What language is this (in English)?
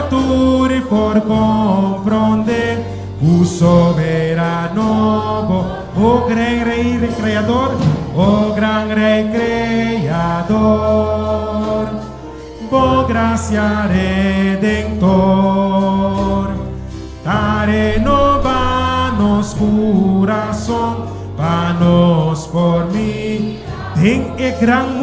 Papiamento